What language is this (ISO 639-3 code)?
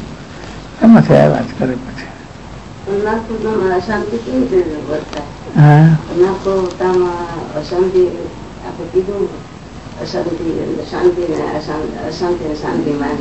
guj